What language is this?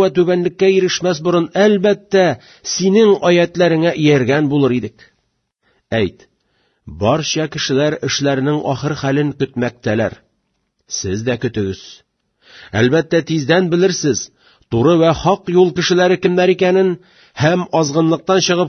Tatar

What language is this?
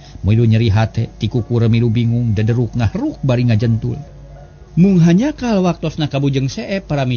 Sundanese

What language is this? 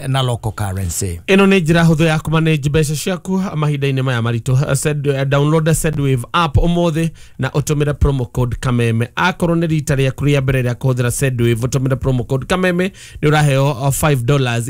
Kikuyu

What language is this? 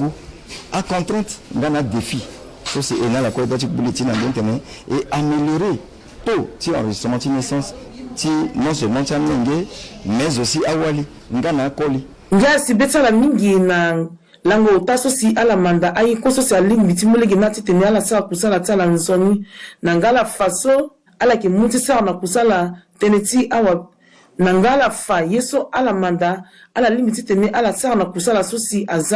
Sango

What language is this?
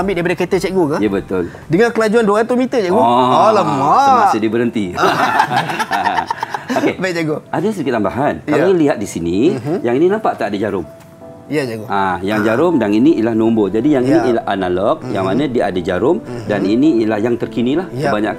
Malay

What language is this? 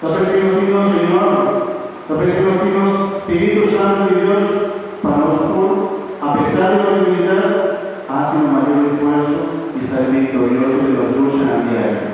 Papiamento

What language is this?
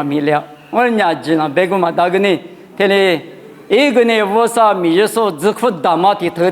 Lisu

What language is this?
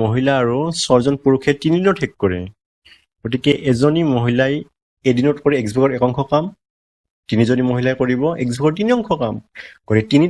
Assamese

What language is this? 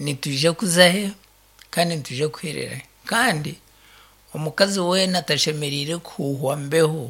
Nyankole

